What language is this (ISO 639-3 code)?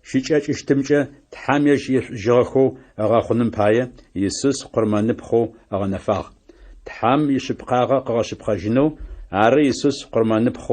ady